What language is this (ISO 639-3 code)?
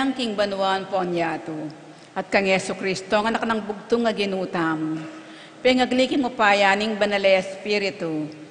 pam